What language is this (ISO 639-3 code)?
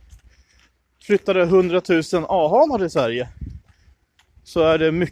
swe